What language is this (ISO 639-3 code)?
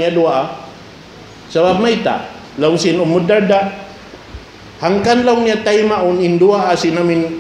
tsg